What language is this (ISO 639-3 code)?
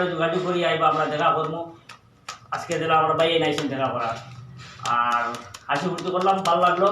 syl